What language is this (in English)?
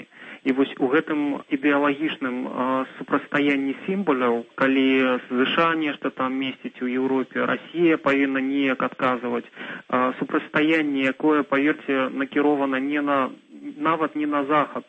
Belarusian